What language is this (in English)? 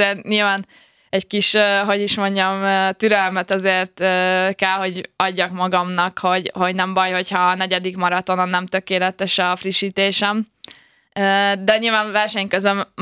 Hungarian